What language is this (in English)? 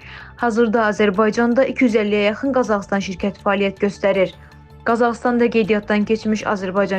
Azerbaijani